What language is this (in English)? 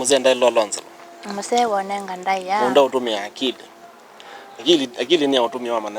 Kamba